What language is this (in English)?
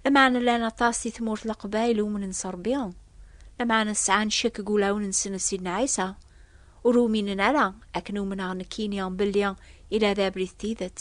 Kabyle